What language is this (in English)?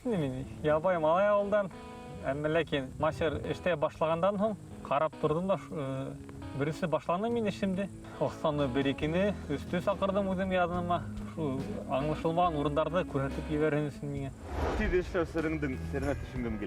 Bashkir